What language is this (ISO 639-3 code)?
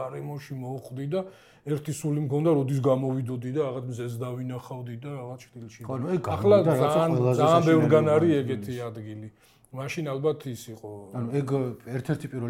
kat